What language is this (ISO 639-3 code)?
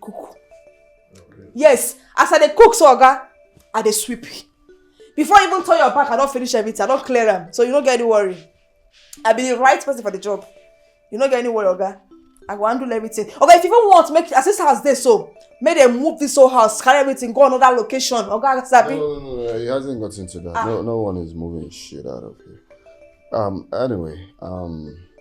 pcm